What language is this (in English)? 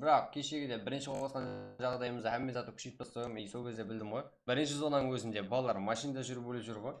Kara-Kalpak